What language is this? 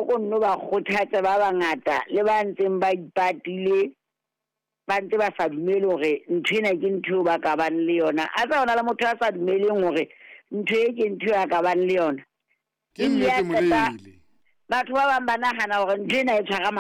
Southern Sotho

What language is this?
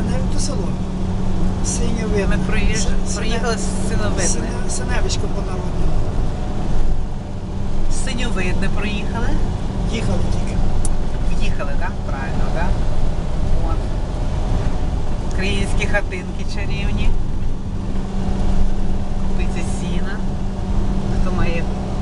Ukrainian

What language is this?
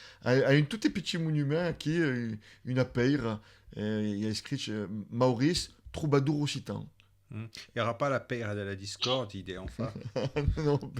Occitan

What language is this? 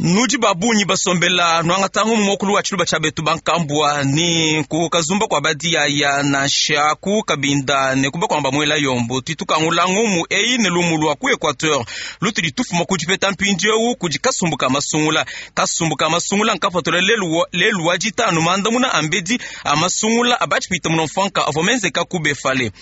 Luba-Lulua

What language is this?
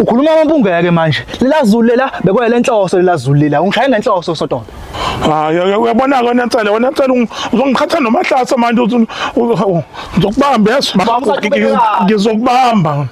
Zulu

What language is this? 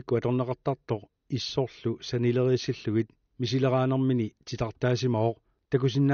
Kalaallisut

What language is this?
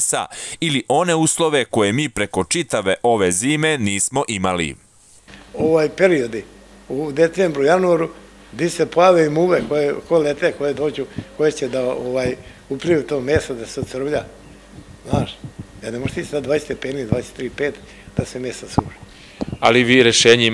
Serbian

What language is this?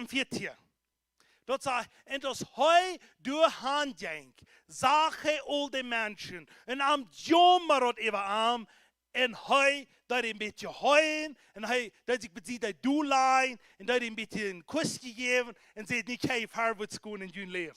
Plautdietsch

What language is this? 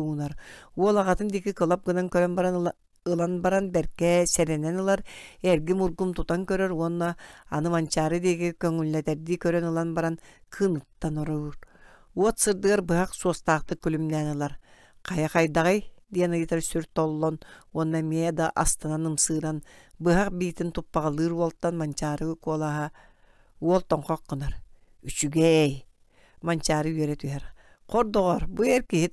Yakut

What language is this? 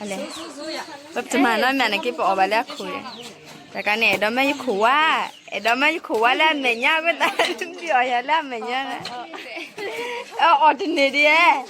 S'gaw Karen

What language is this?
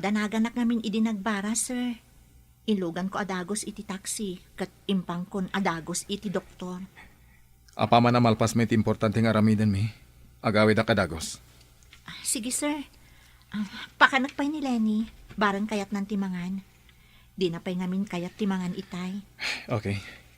Iloko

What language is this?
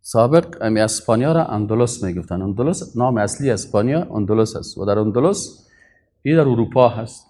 Persian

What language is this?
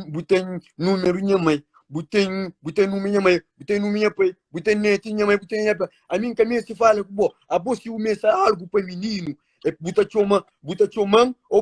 Kabuverdianu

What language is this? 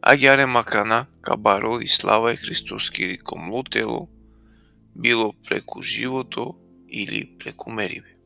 Balkan Romani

